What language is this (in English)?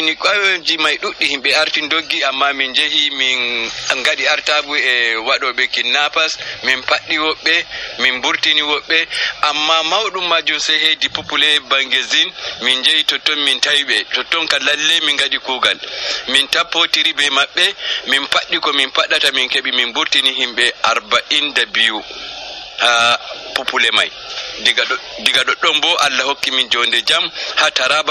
Nigerian Fulfulde